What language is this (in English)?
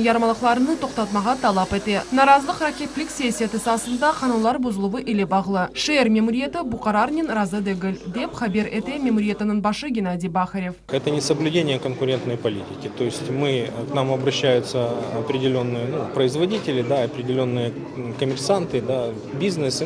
Crimean Tatar